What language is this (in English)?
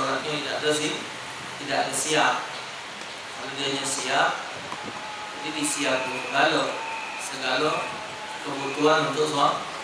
Musi